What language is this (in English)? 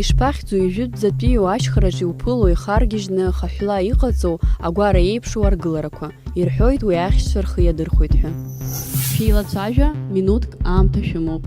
Abkhazian